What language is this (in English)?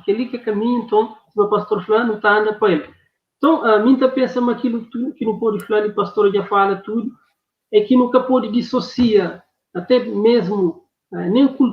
Kabuverdianu